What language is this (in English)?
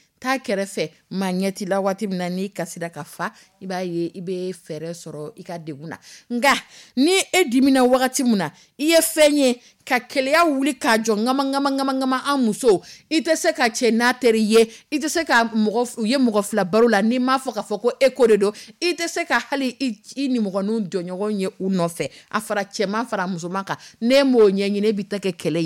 Dyula